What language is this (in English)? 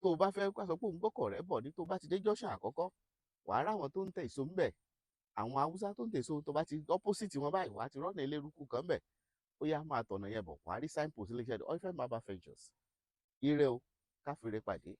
Yoruba